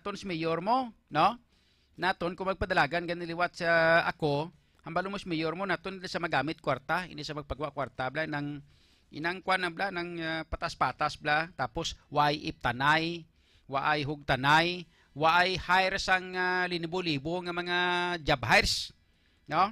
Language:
Hiligaynon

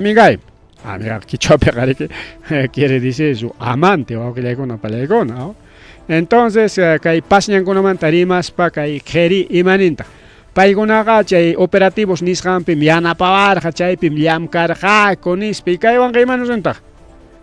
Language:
Ayacucho Quechua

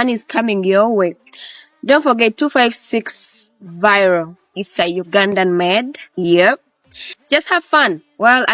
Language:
Ganda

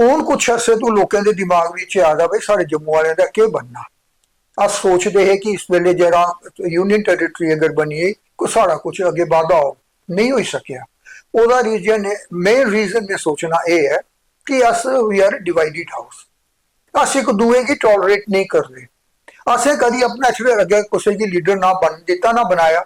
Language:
Dogri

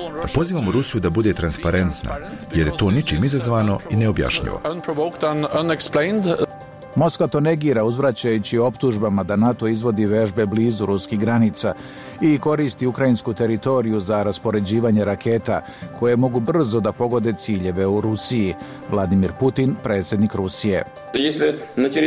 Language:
Serbian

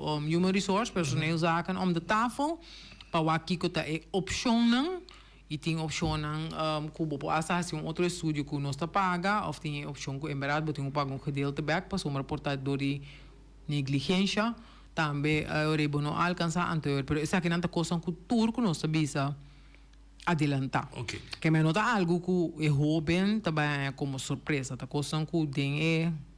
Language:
Papiamento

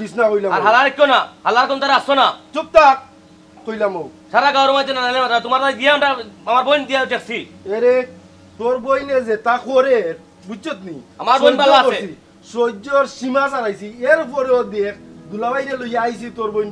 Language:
Sylheti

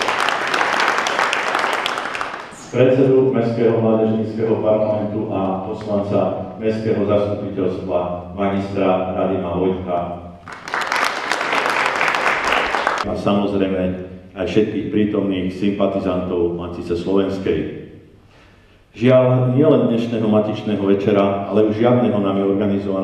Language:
Slovak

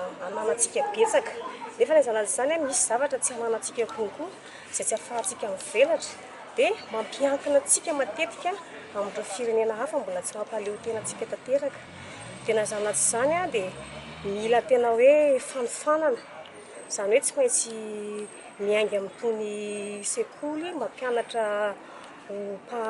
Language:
Malagasy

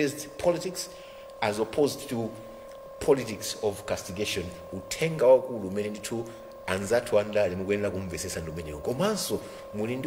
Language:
Nyanja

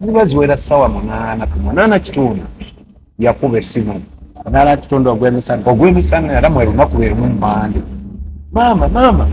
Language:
Ganda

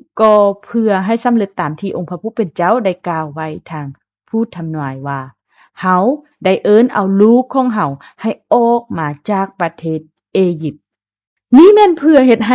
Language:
Lao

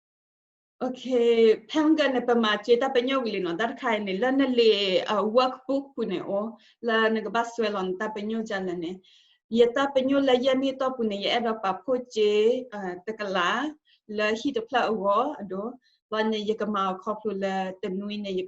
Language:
S'gaw Karen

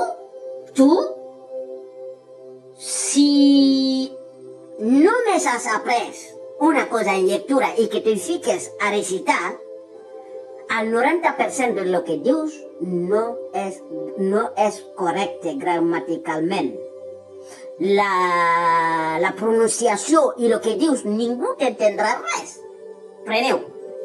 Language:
Catalan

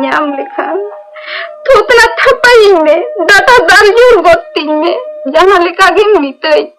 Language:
Santali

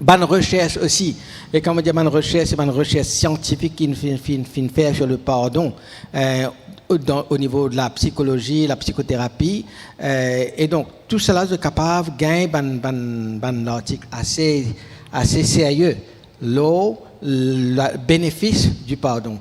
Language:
Morisyen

